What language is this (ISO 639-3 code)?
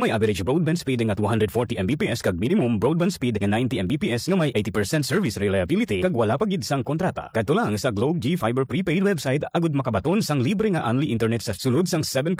hil